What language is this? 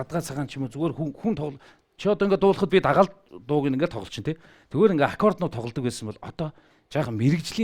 Mongolian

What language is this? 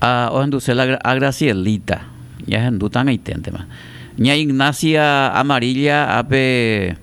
Guarani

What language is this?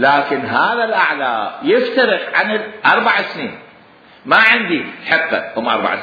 Mesopotamian Arabic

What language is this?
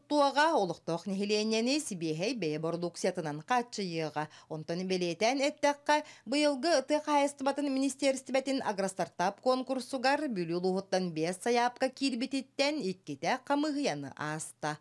Yakut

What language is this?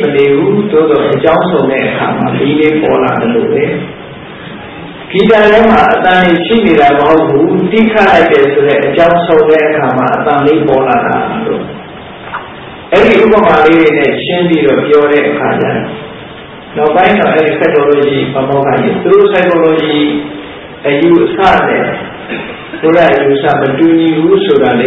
Burmese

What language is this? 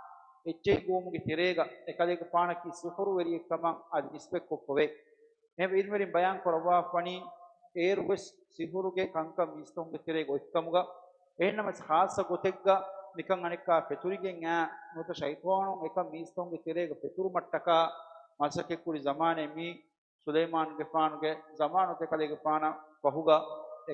Divehi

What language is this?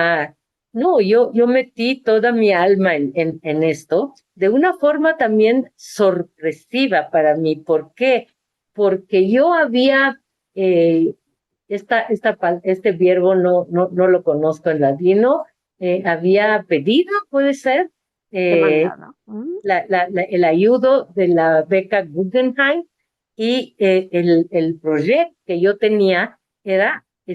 Ladino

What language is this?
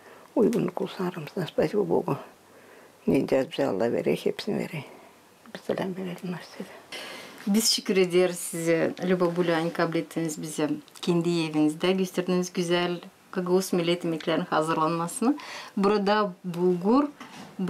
Gagauz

